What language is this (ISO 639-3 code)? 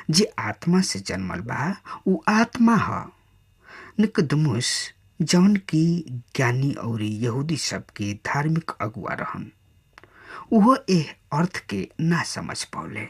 bho